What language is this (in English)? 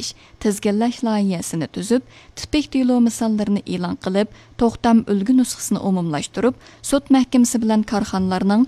Uyghur